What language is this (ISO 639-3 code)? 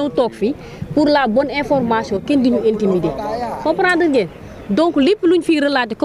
wol